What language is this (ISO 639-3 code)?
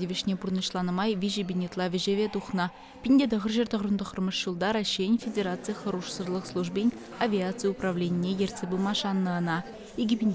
chv